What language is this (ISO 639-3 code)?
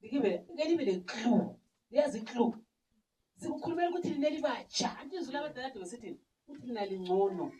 nde